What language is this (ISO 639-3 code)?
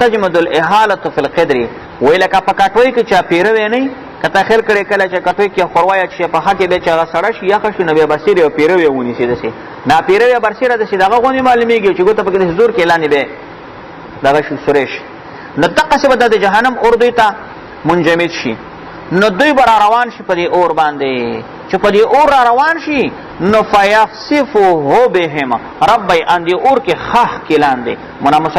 pus